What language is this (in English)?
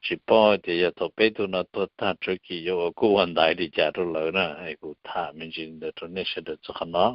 Hmong